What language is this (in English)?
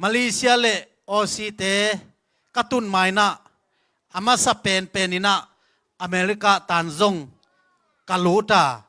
Tedim Chin